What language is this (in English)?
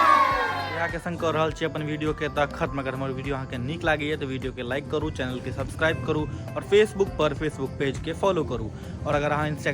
Maithili